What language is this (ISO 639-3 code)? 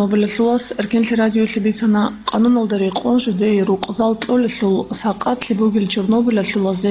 ava